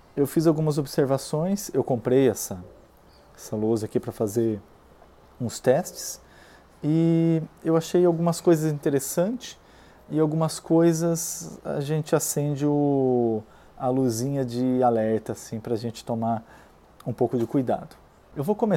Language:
Portuguese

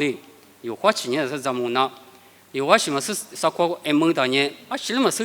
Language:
Lisu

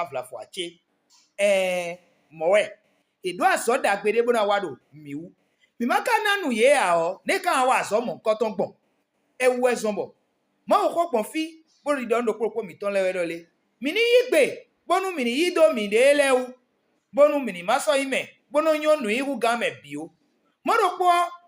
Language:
Fon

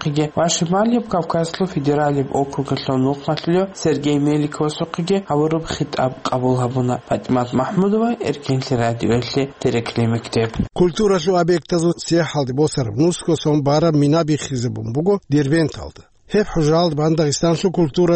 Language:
Avaric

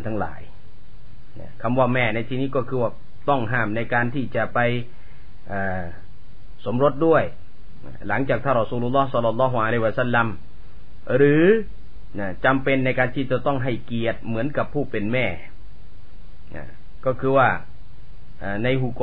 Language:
Thai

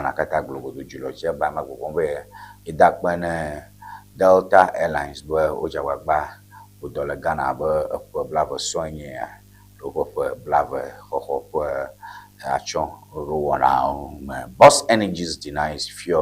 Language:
Ewe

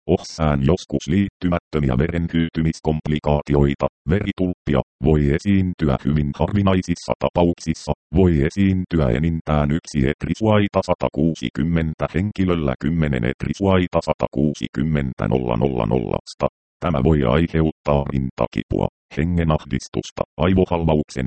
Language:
Finnish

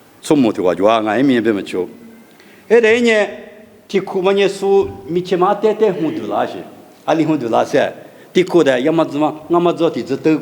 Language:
Lisu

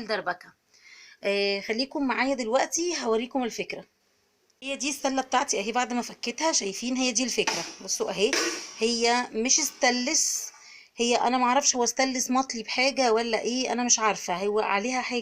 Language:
Egyptian Arabic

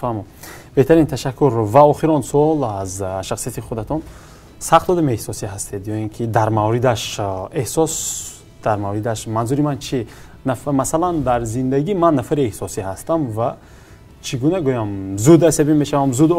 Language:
Tajik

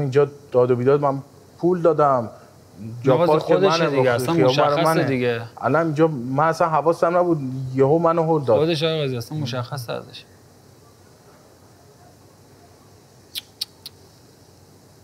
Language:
Persian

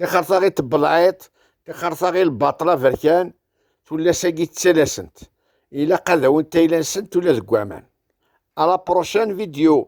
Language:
Kabyle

